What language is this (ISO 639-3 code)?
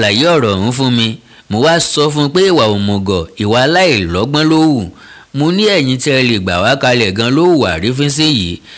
yor